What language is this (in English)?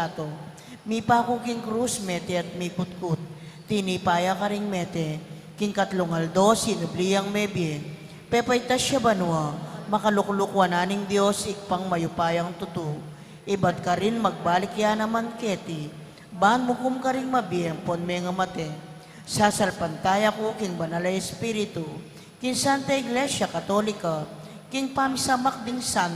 Pampanga